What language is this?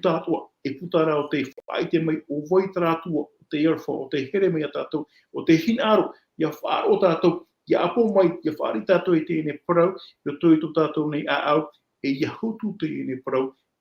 Tahitian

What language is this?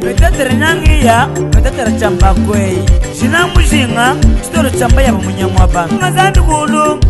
Luba-Lulua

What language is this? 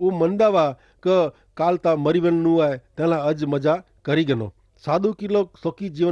Kachhi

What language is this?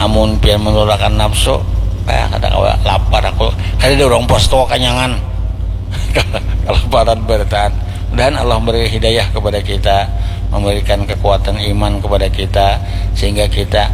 Banjar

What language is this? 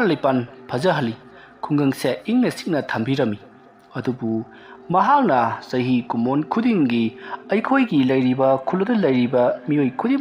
Manipuri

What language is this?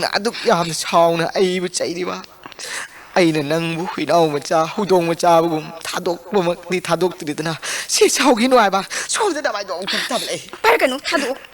Manipuri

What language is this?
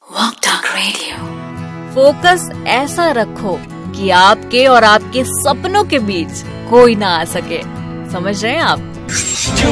Hindi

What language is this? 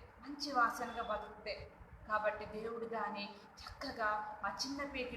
Koya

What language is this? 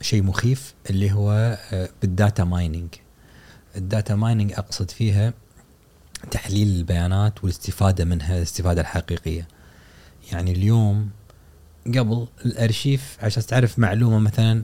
Gulf Arabic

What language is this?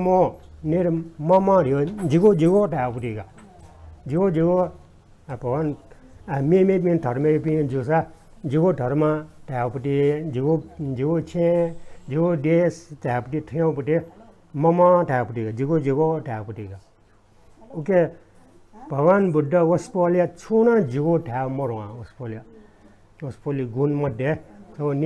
Newari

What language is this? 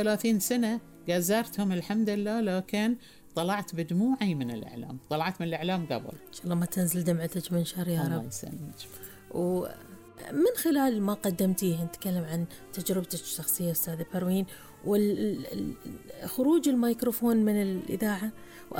Gulf Arabic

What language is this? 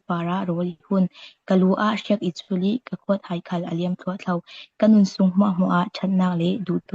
Falam Chin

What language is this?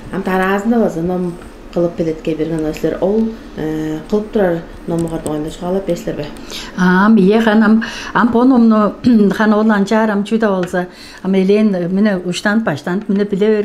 Tuvinian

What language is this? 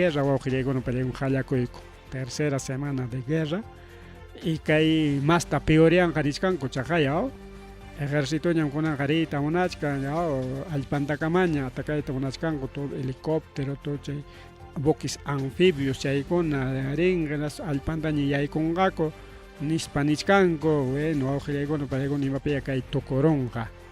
Ayacucho Quechua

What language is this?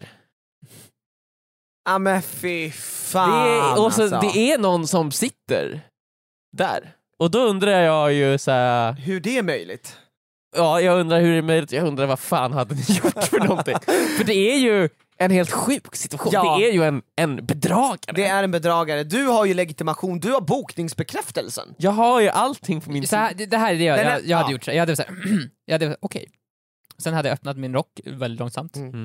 Swedish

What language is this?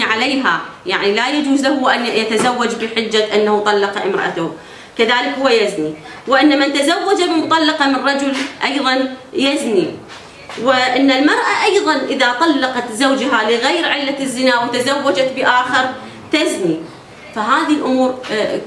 Arabic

